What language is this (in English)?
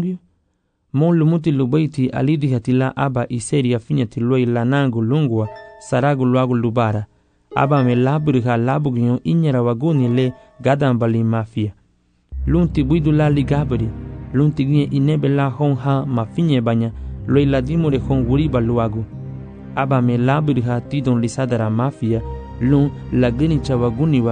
Garifuna